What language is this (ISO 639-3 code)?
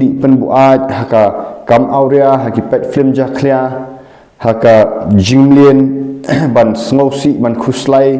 kha